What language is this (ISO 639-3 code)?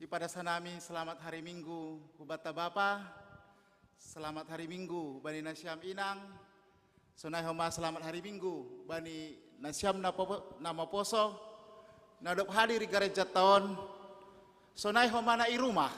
bts